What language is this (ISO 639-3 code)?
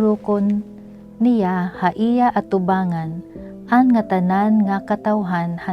war